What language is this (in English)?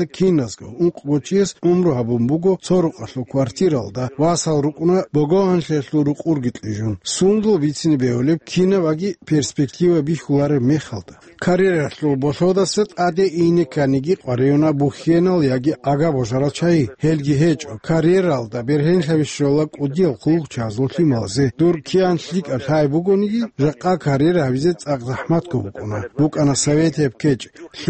Avaric